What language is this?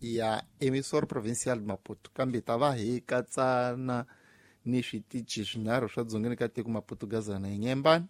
Tsonga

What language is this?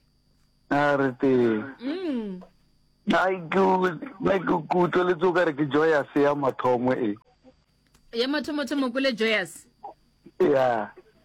Northern Sotho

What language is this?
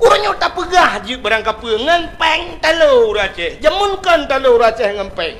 Achinese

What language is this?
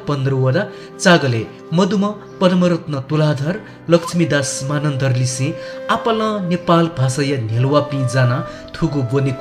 Newari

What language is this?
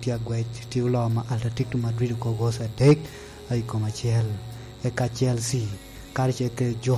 Lango (Uganda)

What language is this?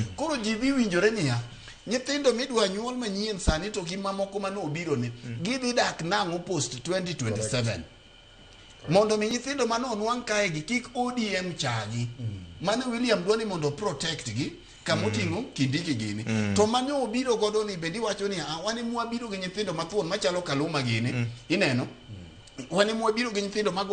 Luo (Kenya and Tanzania)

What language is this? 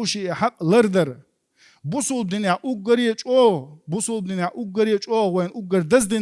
Chechen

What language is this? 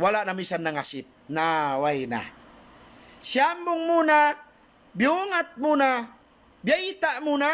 Tausug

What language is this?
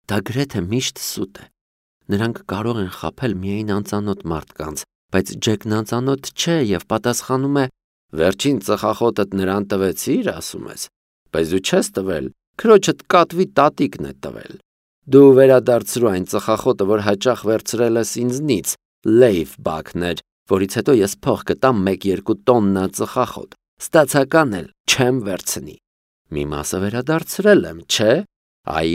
Armenian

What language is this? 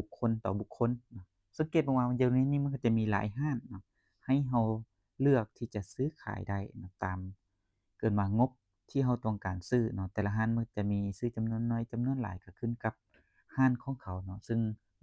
Lao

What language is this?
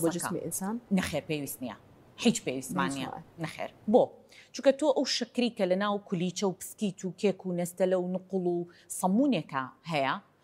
Central Kurdish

